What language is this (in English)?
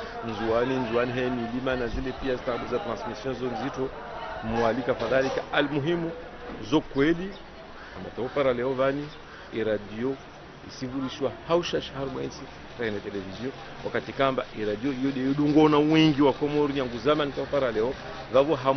Ngazidja Comorian